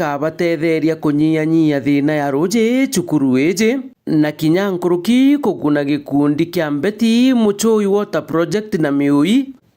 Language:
Meru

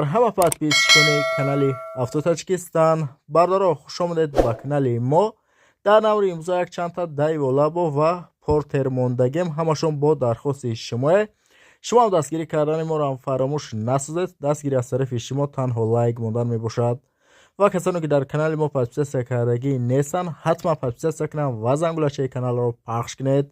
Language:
Tajik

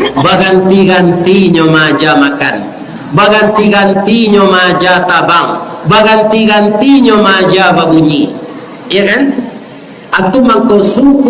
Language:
Minangkabau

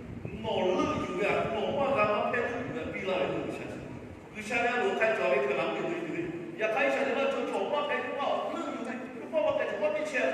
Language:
Lahu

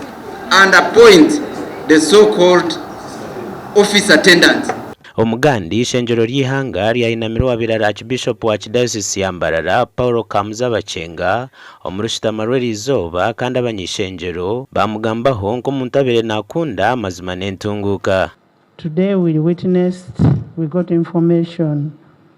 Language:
Nyankole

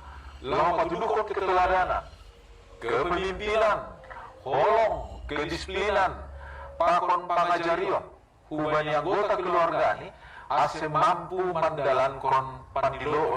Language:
Batak Simalungun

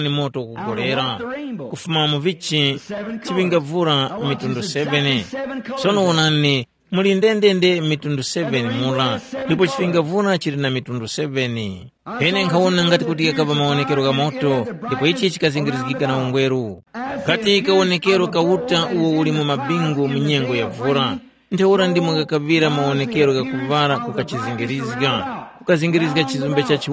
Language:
Tumbuka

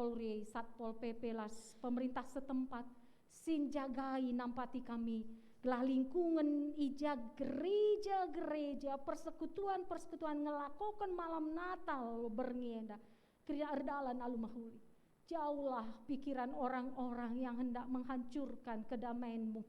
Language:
Batak Karo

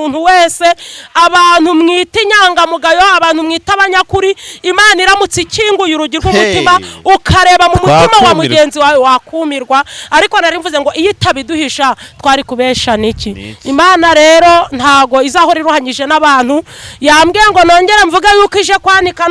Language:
Kinyarwanda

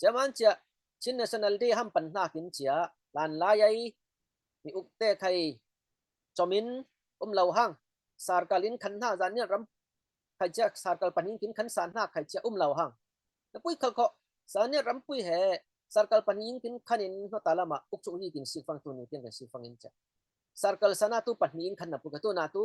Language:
Falam Chin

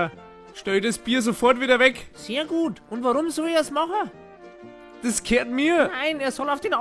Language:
Bavarian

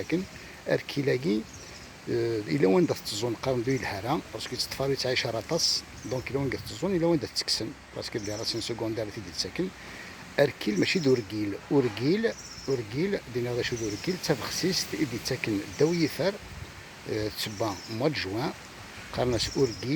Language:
Kabyle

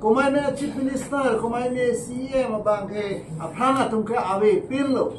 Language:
Karbi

